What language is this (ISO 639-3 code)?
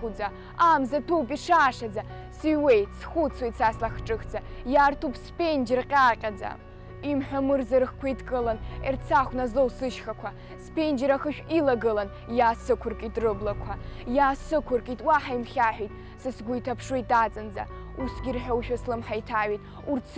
abk